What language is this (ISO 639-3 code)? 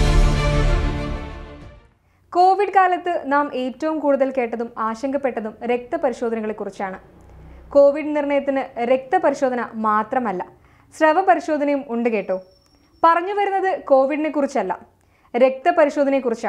mal